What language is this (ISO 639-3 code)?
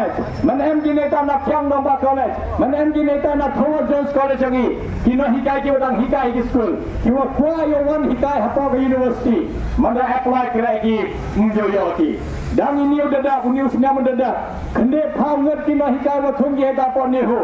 kha